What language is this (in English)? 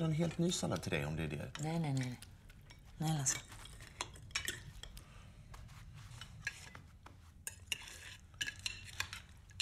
Swedish